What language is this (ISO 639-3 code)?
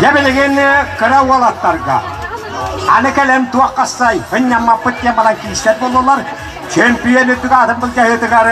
sah